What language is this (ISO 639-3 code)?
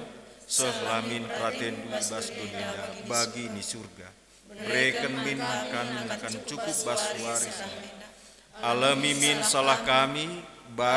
btx